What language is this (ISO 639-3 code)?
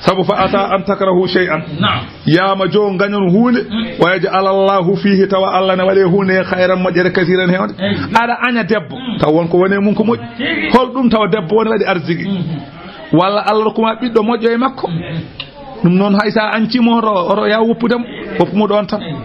ful